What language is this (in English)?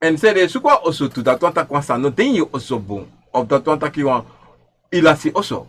Sranan Tongo